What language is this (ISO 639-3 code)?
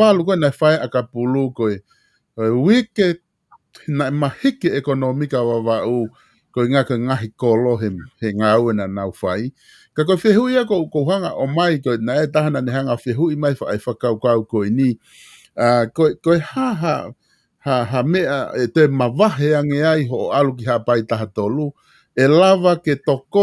ton